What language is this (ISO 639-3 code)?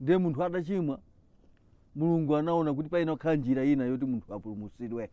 nya